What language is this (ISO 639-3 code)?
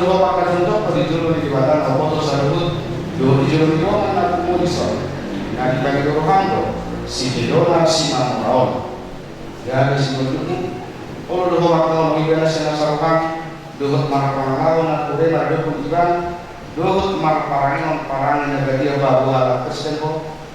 bbc